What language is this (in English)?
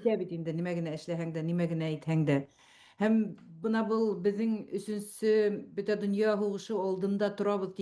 Bashkir